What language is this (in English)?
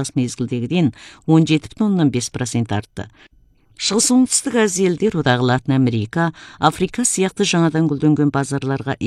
Kazakh